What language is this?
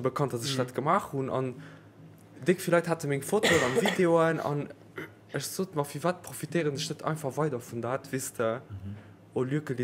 Luxembourgish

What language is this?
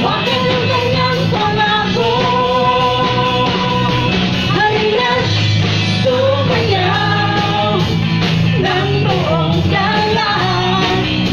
Filipino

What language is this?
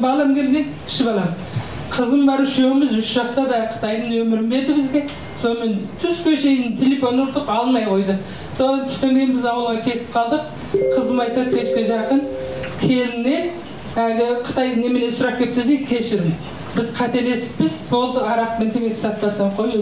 Kazakh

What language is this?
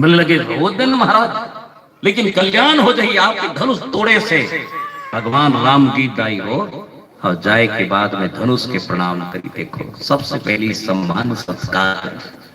Chhattisgarhi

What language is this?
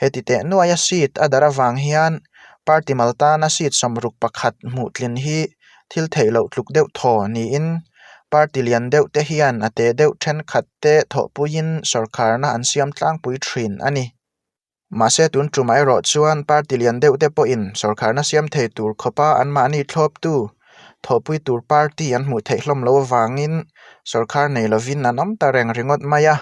Mizo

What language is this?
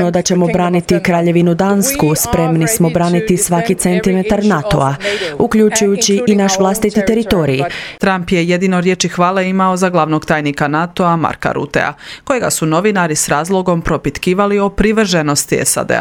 Croatian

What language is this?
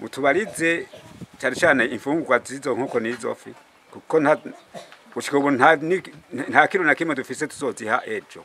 Rundi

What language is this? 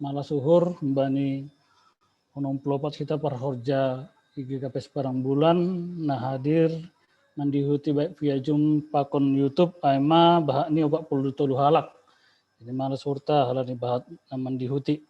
Batak Simalungun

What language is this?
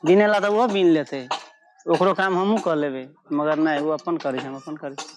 Maithili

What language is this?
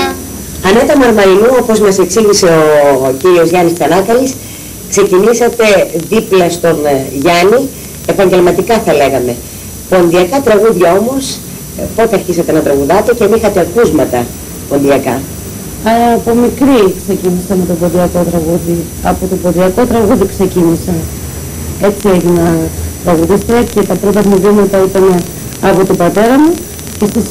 Greek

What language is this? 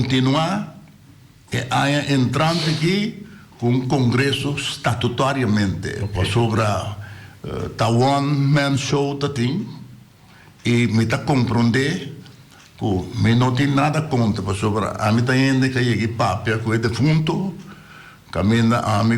Papiamento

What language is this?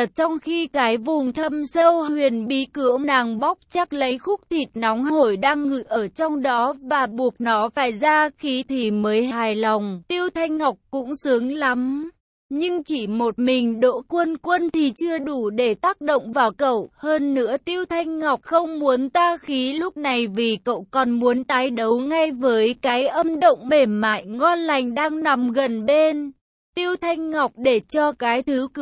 Vietnamese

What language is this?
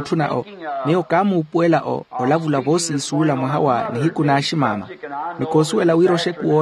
Makhuwa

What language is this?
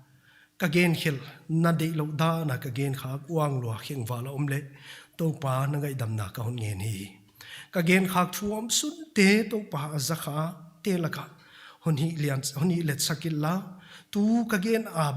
Paite Chin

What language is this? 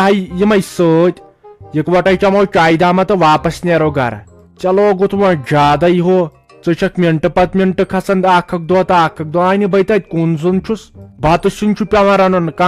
Kashmiri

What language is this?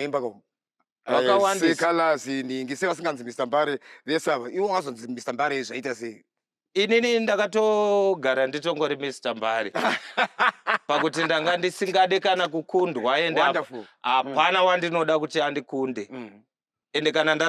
Shona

